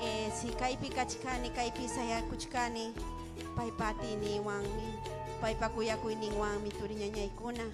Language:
Ayacucho Quechua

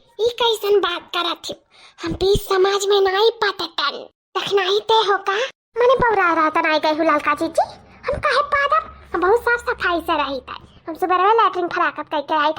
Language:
Awadhi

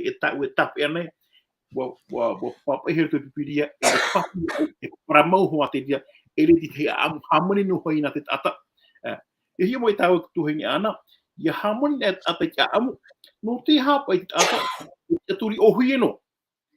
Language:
Tahitian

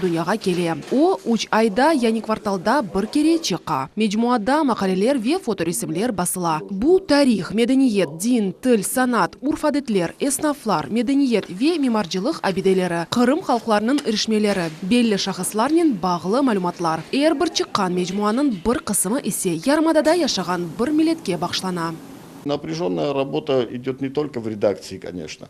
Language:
Crimean Tatar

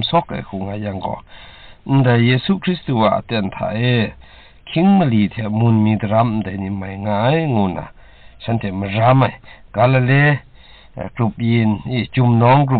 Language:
Kachin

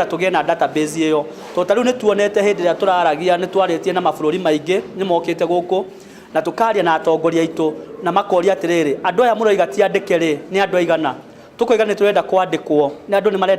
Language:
Kikuyu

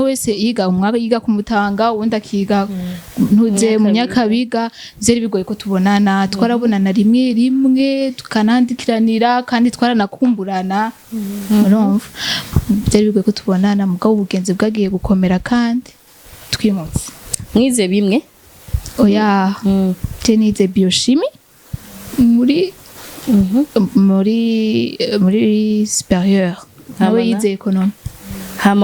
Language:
Rundi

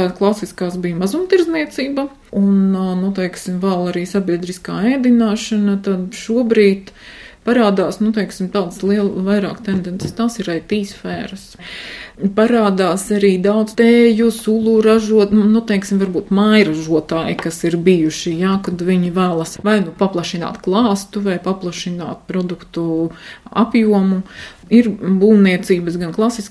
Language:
Latvian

